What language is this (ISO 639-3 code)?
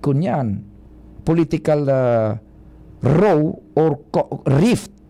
bik